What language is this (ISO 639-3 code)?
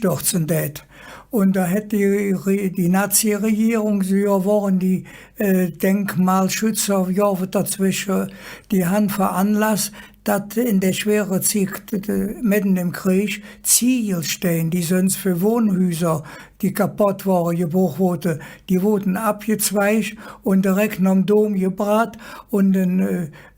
ksh